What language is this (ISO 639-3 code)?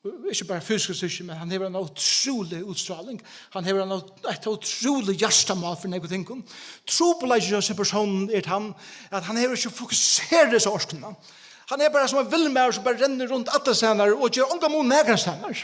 fao